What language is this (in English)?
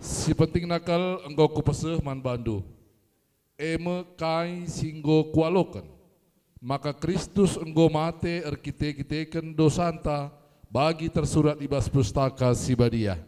Batak Karo